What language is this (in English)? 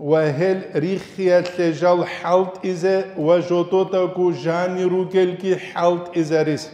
Avaric